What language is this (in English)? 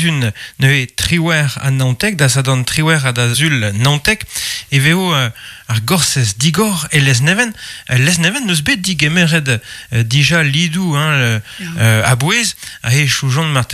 Breton